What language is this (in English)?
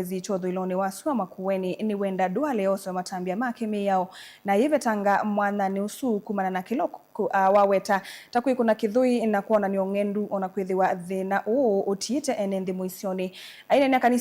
Kamba